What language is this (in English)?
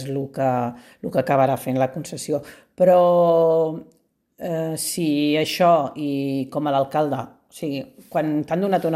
Catalan